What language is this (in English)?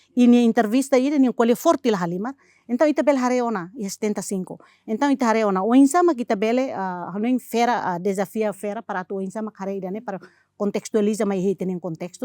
Tetum